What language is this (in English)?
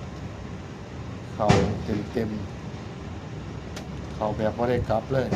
Northeastern Thai